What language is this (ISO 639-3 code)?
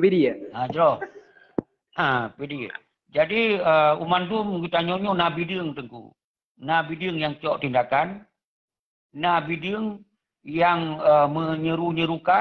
ace